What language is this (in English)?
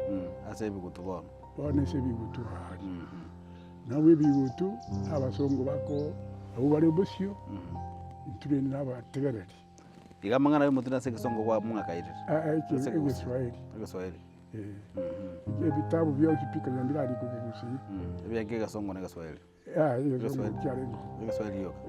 Gusii